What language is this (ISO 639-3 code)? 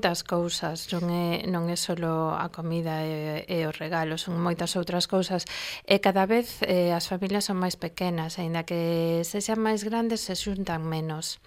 glg